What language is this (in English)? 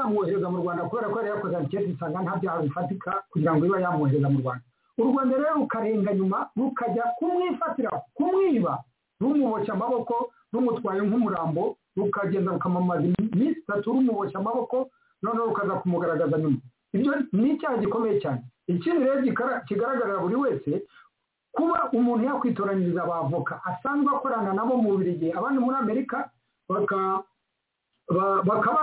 Kinyarwanda